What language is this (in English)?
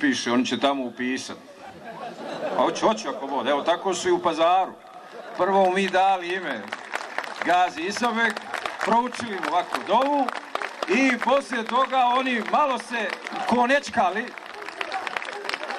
Bosnian